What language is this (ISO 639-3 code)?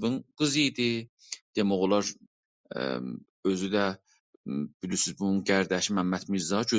azb